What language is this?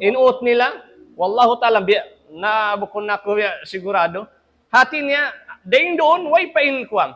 Tausug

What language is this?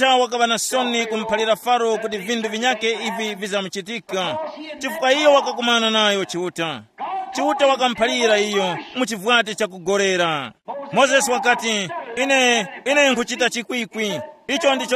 Tumbuka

